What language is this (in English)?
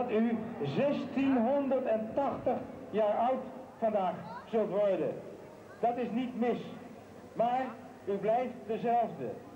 Dutch